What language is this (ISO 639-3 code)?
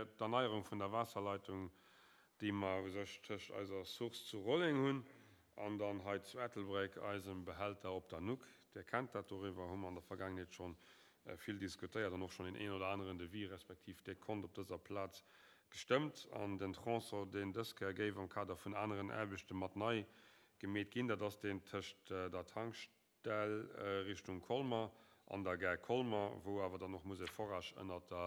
ltz